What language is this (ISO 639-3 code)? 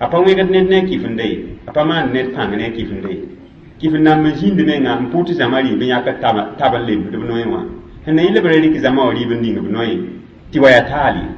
mos